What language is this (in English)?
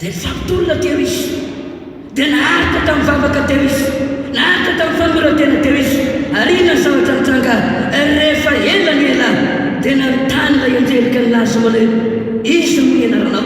Malagasy